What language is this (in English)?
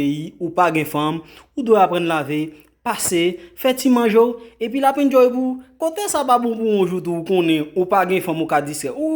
Haitian Creole